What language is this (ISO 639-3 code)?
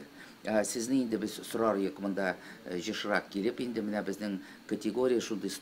tat